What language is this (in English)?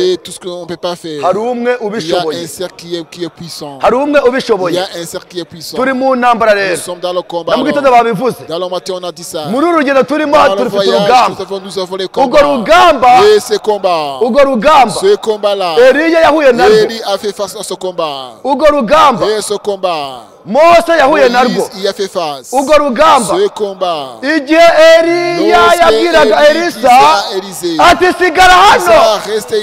Kinyarwanda